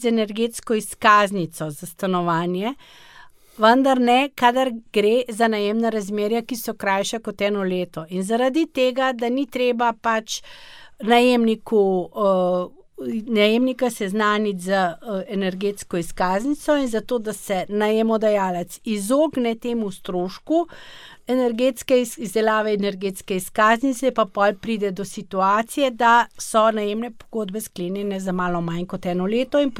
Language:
Slovenian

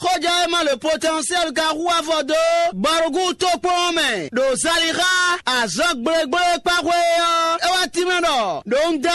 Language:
Fon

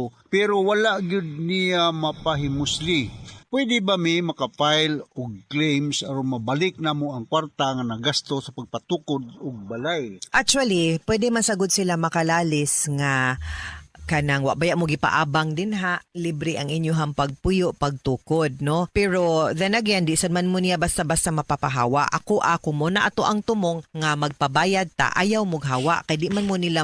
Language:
Cebuano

